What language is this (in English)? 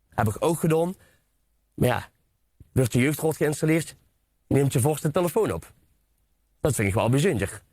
Limburgish